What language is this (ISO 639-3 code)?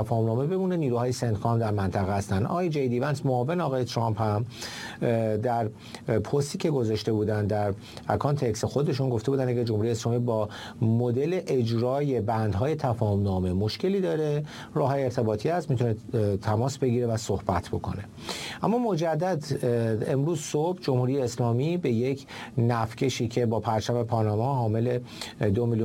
fas